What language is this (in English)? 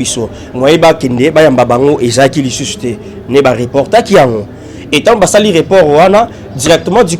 Lingala